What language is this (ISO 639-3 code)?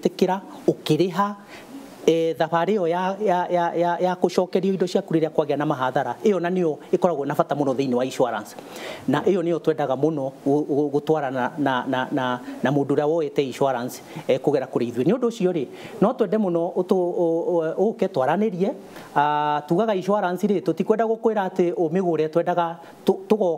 kik